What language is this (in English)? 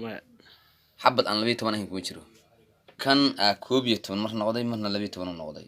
Somali